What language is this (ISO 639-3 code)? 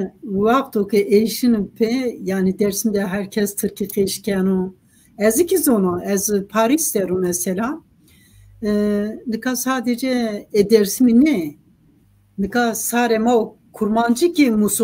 zza